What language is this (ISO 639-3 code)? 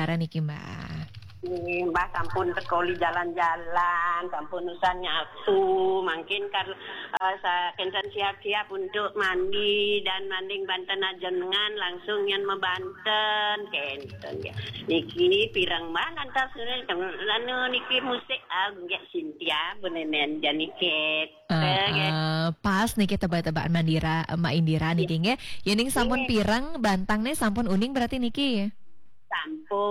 ban